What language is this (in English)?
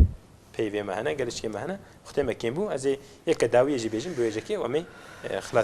Kurdish